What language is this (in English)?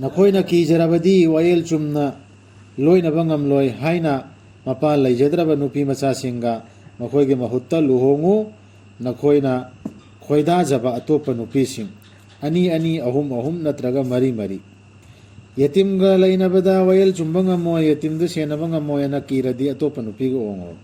Manipuri